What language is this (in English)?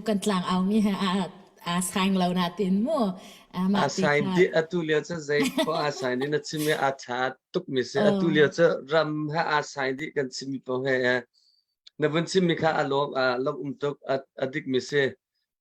Hakha Chin